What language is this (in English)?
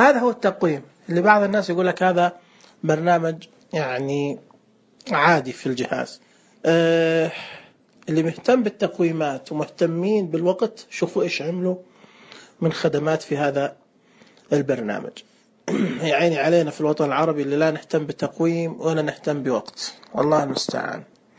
Najdi Arabic